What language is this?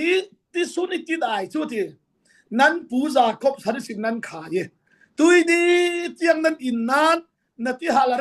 Falam Chin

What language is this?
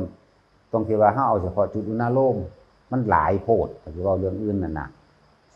Northeastern Thai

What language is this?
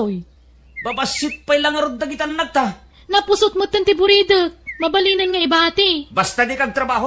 Iloko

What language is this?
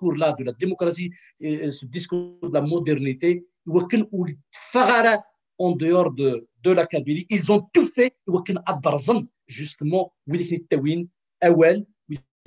Kabyle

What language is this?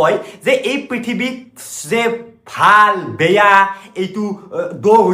Assamese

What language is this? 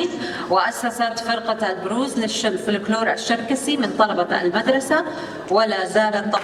North Levantine Arabic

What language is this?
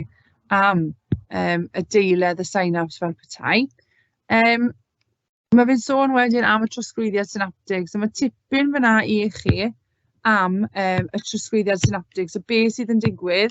Welsh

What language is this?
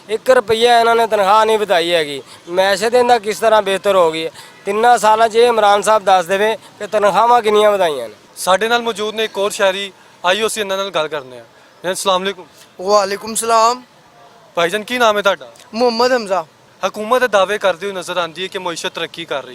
Western Panjabi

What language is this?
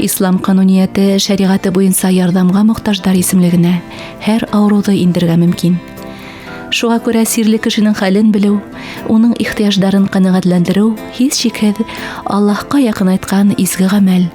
Bashkir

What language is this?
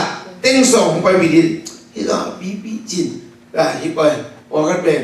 Tedim Chin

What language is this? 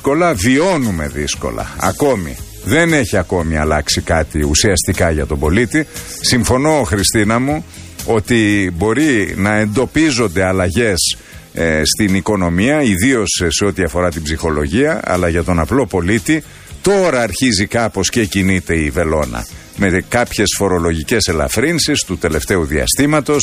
Greek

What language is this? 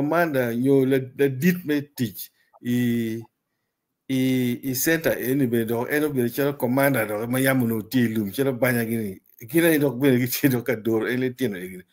Acoli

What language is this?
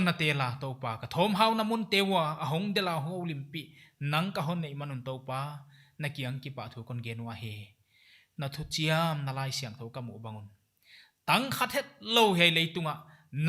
Paite Chin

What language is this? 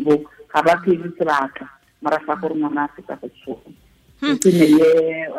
Tswana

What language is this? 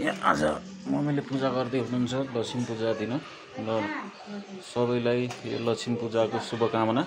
Nepali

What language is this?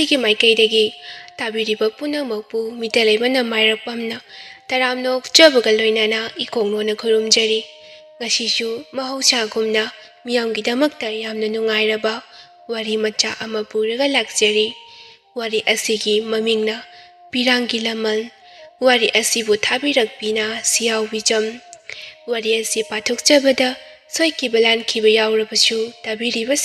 Manipuri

